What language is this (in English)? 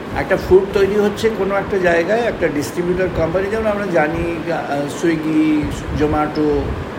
Bangla